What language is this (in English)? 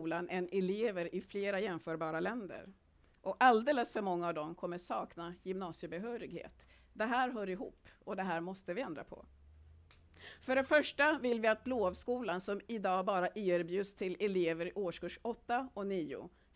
Swedish